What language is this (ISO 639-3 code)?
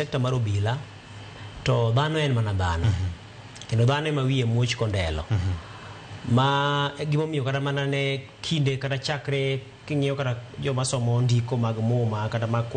luo